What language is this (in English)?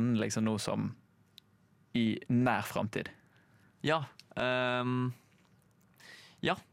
Norwegian